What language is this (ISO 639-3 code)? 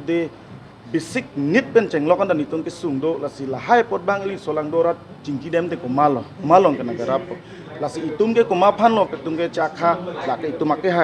mjw